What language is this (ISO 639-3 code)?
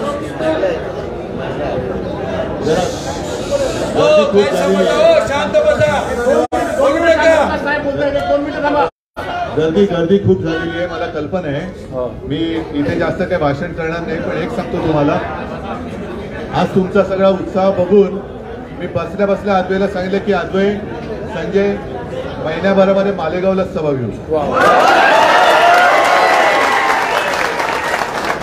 mar